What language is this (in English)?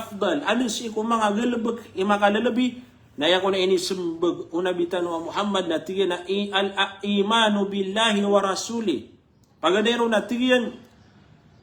Maranao